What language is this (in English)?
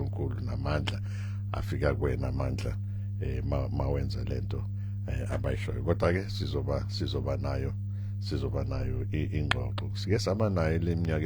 Zulu